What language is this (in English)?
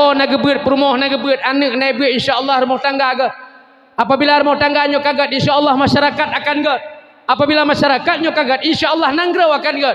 Achinese